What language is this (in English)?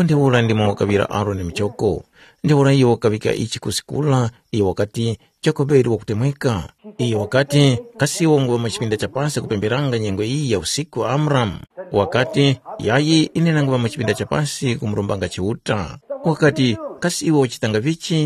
Tumbuka